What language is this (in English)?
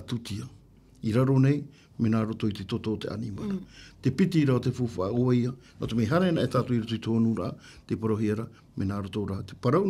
Tahitian